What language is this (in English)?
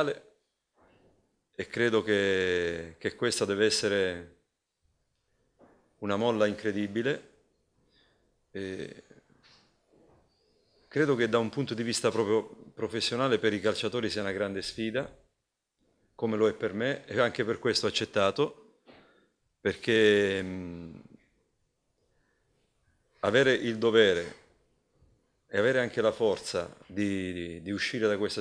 Italian